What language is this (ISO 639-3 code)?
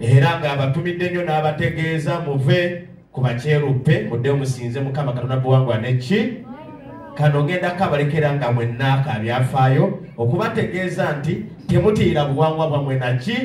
lug